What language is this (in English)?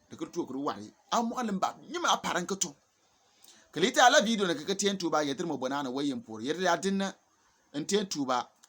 Bimoba